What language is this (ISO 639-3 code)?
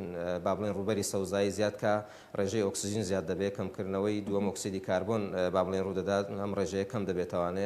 ckb